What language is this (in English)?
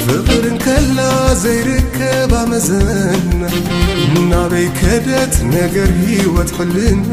Tigrinya